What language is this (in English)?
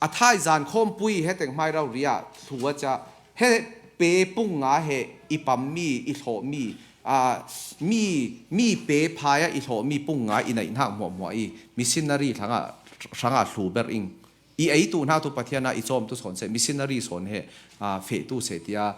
Falam Chin